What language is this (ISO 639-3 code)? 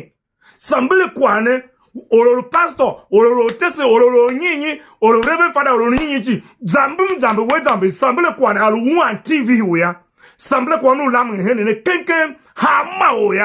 tiv